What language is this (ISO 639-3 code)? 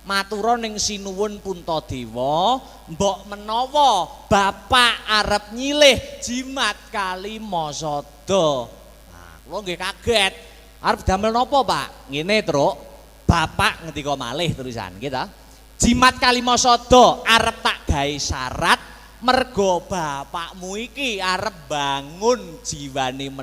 jav